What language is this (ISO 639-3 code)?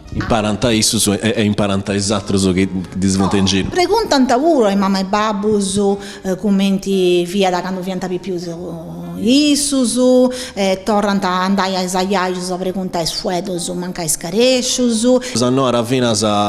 srd